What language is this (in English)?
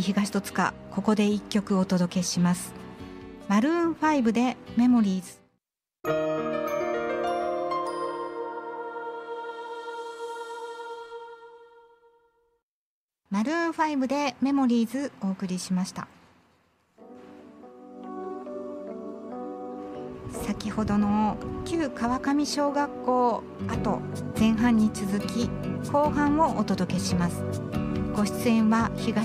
Japanese